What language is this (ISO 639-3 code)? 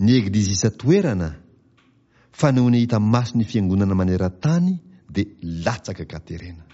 mlg